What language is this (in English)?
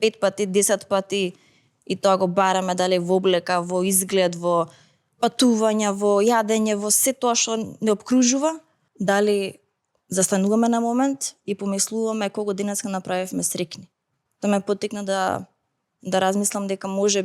Macedonian